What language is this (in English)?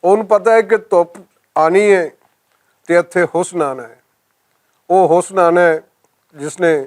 Western Panjabi